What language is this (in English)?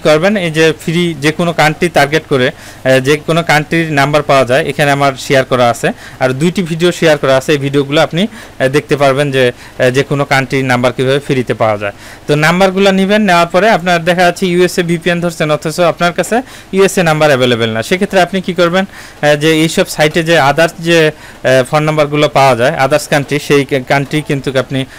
Bangla